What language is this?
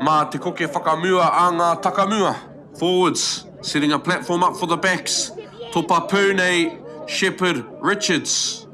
Māori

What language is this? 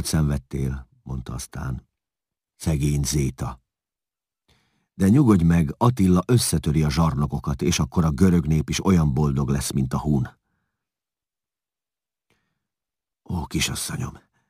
Hungarian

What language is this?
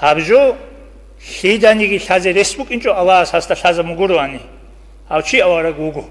Avaric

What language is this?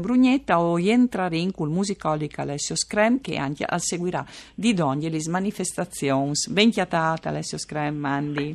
Friulian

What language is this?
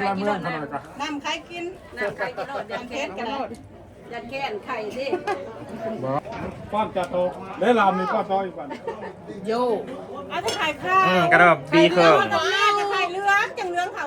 Northeastern Thai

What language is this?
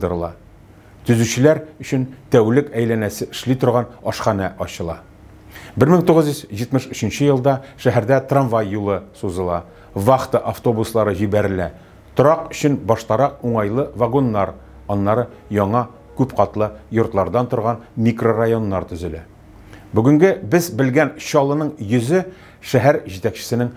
Tatar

